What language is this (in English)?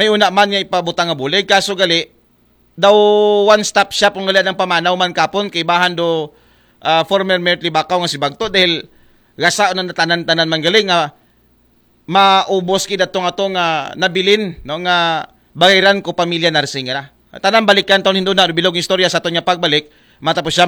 Aklanon